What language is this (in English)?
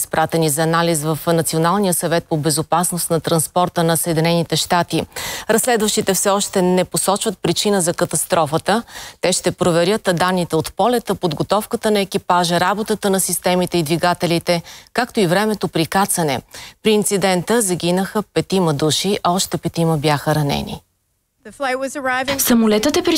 Bulgarian